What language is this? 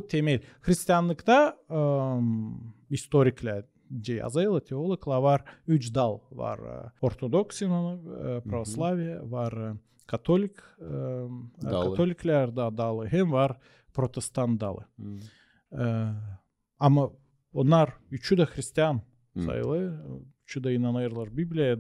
Gagauz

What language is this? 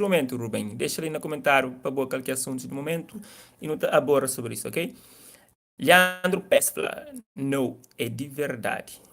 Kabuverdianu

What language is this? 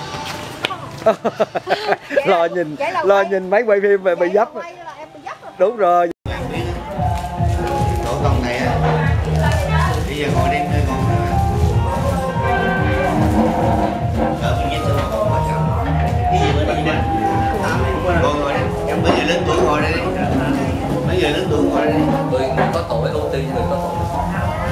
Vietnamese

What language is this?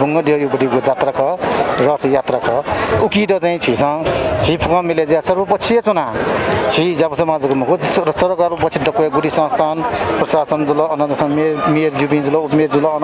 Newari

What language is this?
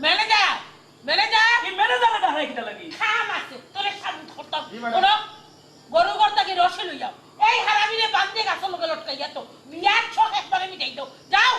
Sylheti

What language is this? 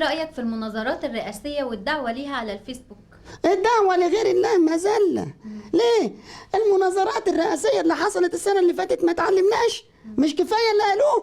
Egyptian Arabic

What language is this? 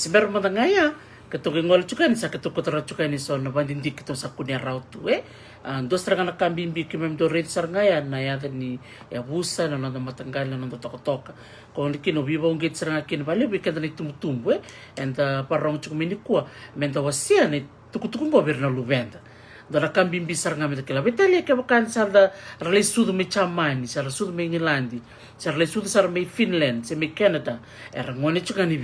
Fijian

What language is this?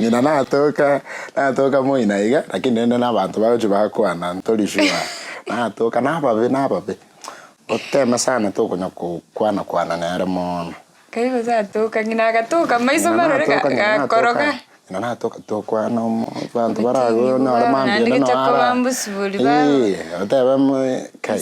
Gusii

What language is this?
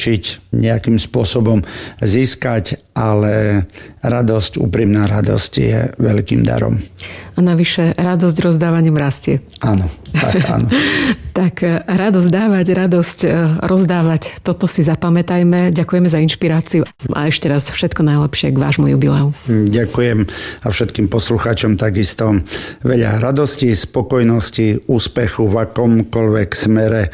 Slovak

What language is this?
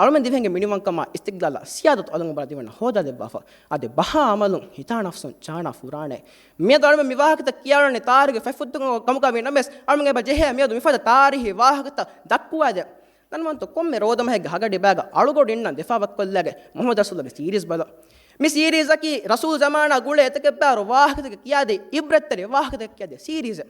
Divehi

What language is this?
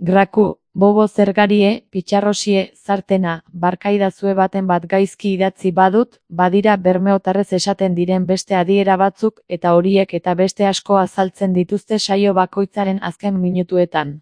Basque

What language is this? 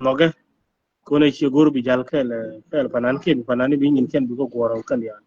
Nuer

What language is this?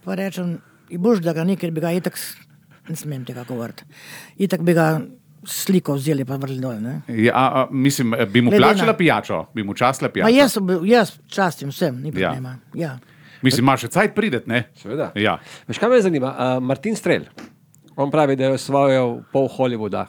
Slovenian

